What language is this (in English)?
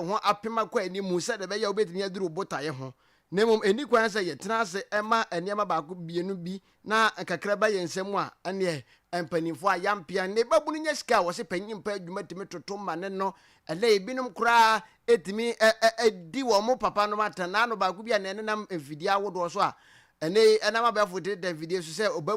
Akan